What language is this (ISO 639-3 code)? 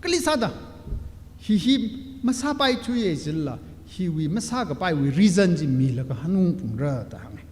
nmf